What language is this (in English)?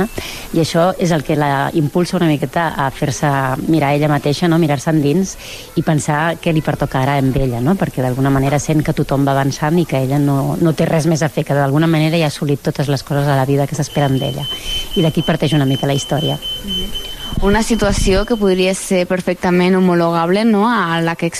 Catalan